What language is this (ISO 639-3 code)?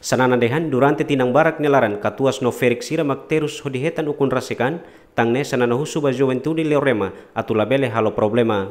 tet